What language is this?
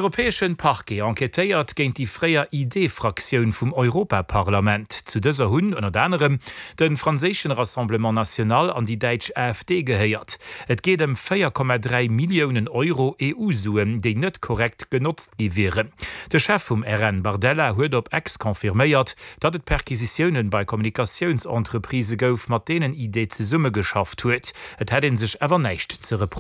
Luxembourgish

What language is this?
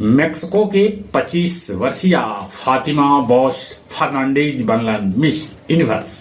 Magahi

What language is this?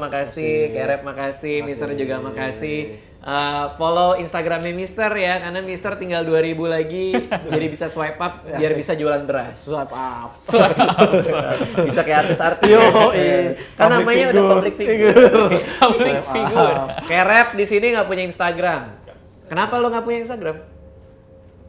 Indonesian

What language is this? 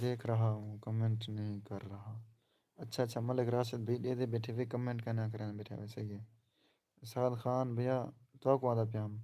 Saraiki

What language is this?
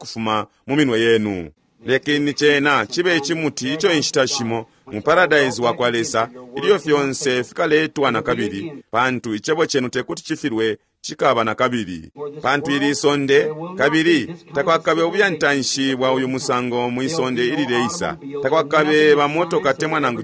Bemba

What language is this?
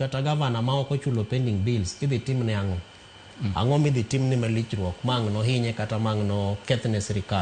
Luo (Kenya and Tanzania)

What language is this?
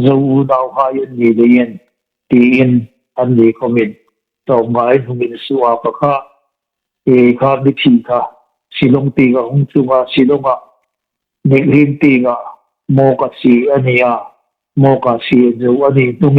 Hmar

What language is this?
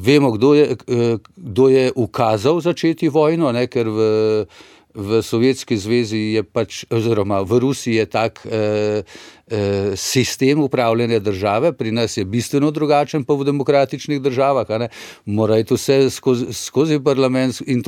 Slovenian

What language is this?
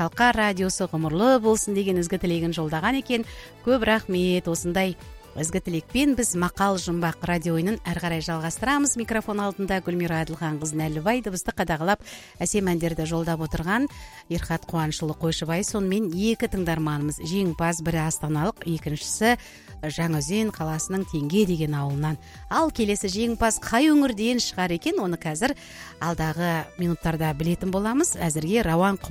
Kazakh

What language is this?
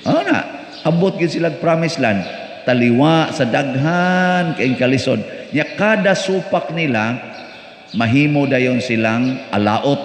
Cebuano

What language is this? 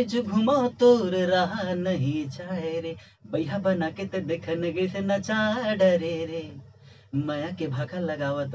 Chhattisgarhi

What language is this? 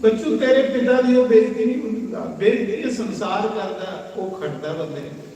Dogri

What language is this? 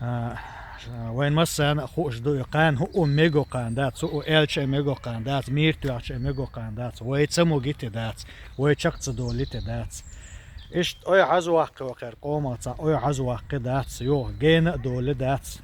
Chechen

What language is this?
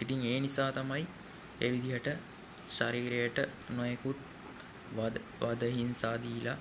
Sinhala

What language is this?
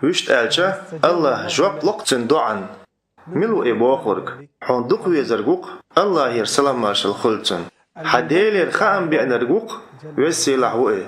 Chechen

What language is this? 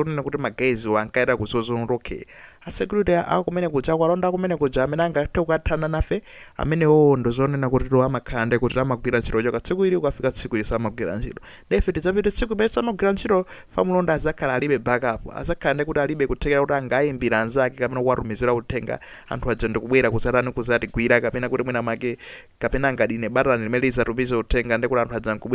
Nyanja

